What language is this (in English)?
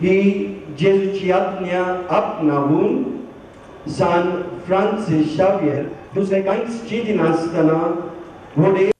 Konkani